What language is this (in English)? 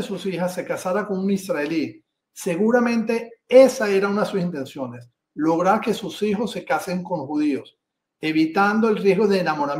Ladino